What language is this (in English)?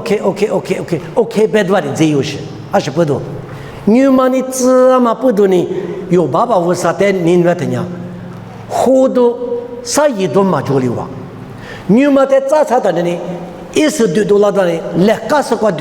Lisu